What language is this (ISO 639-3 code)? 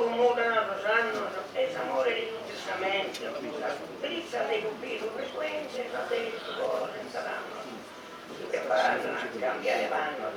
srd